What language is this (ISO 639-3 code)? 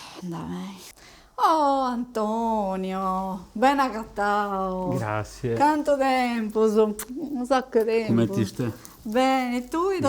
srd